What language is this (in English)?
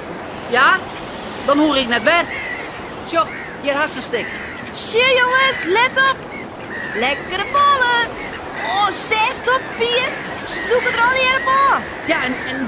Western Frisian